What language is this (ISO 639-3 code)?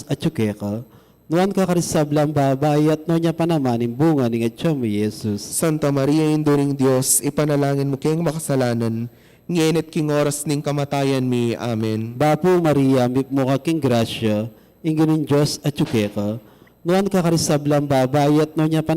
pam